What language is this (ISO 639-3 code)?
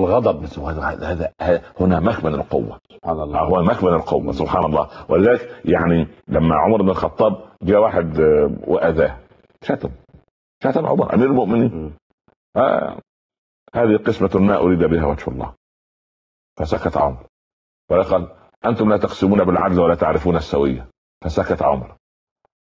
ara